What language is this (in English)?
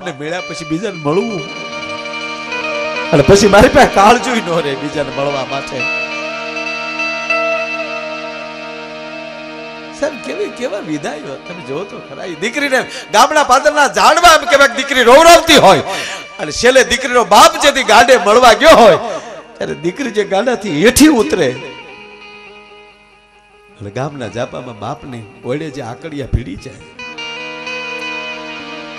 Gujarati